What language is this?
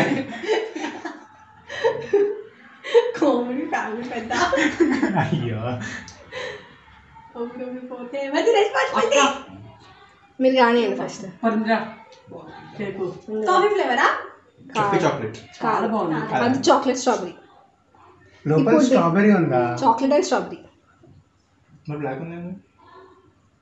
Telugu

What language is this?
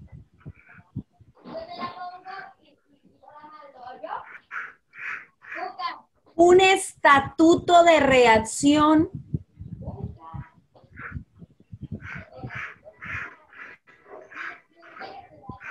Spanish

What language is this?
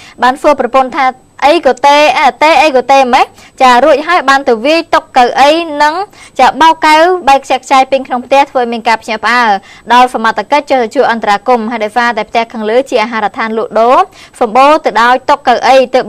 Khmer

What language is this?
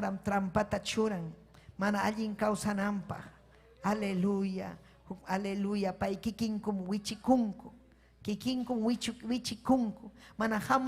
Ayacucho Quechua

